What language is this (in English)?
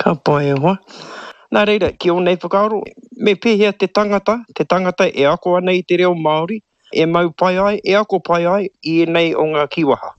Māori